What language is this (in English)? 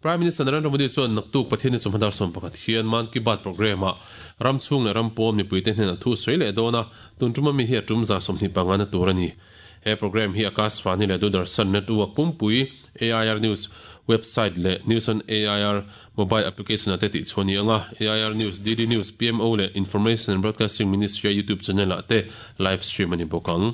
Mizo